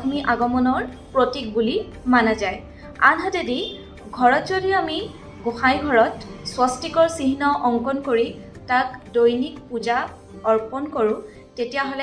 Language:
Assamese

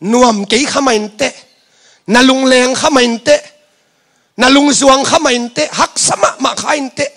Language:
Tedim Chin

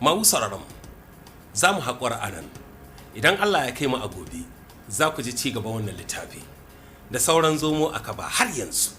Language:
Hausa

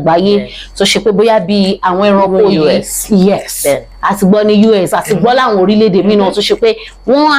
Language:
Yoruba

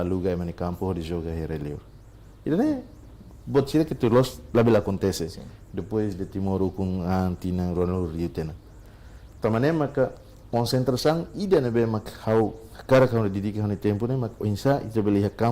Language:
Tetum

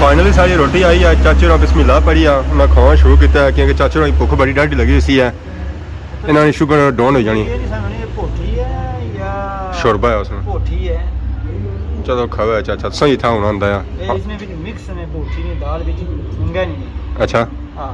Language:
Pahari-Potwari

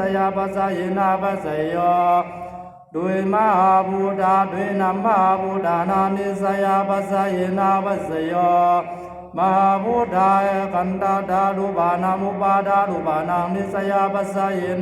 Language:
Pali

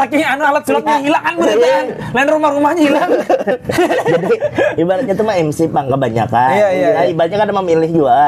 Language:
Banjar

